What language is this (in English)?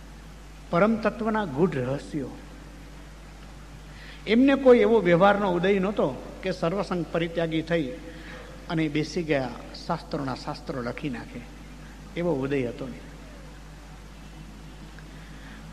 Gujarati